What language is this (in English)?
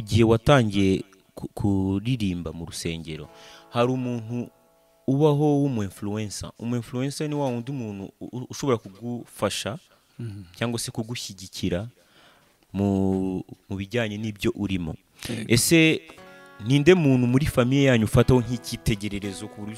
Kinyarwanda